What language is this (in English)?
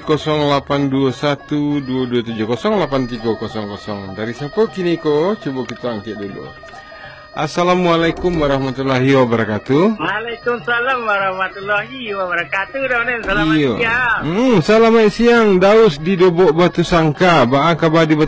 Minangkabau